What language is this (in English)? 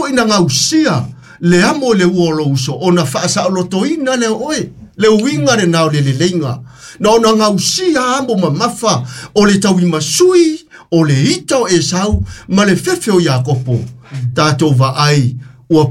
Samoan